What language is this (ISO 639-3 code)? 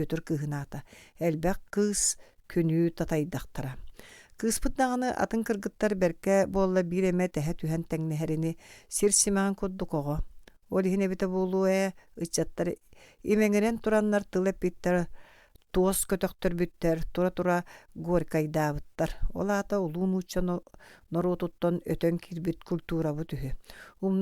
sah